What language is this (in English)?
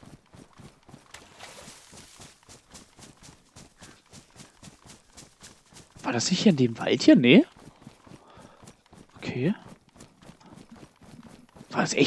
German